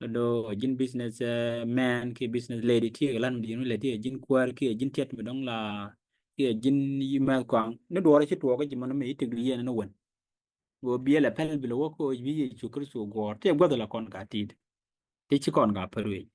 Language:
Nuer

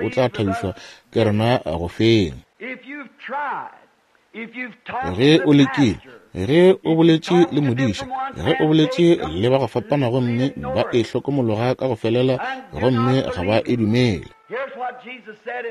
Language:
Northern Sotho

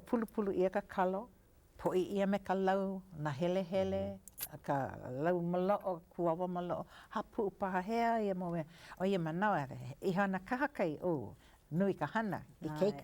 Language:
Hawaiian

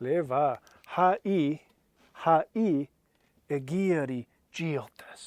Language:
Scottish Gaelic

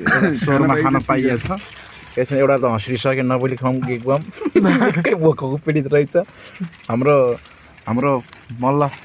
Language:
Nepali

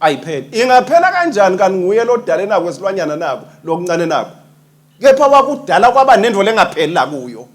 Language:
Swati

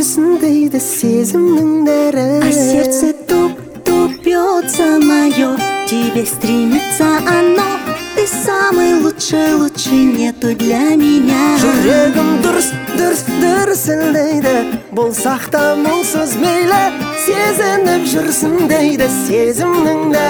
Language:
Kazakh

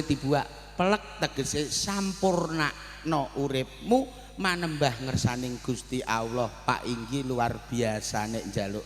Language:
Javanese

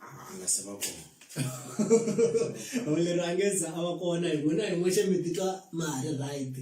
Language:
Tsonga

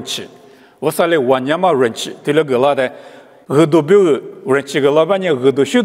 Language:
Lisu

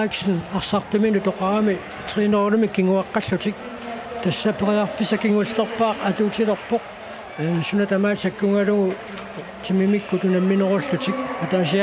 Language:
Kalaallisut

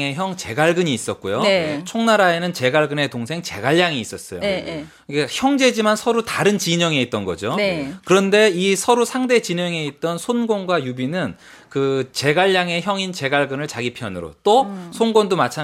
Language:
Korean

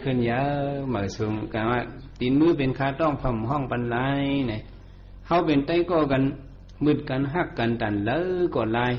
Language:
Shan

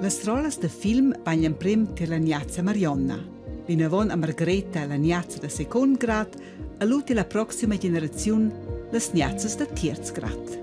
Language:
Romansh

